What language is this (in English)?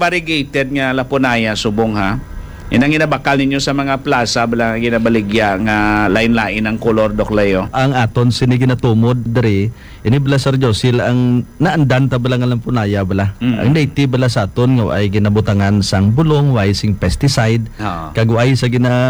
Hiligaynon